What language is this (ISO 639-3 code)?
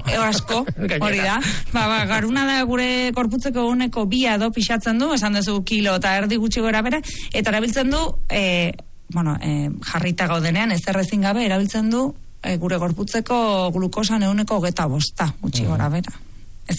eus